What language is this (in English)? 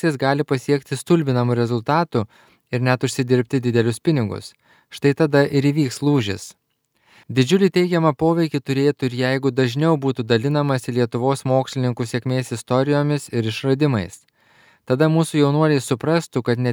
Lithuanian